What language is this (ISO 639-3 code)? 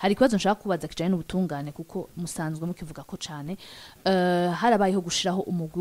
run